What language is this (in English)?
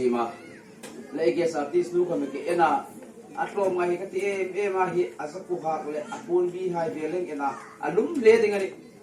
Hmar